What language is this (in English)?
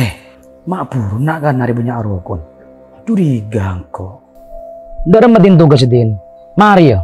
Madurese